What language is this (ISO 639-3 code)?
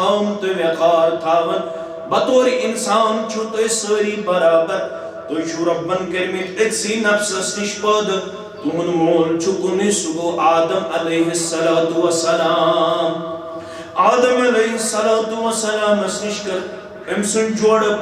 kas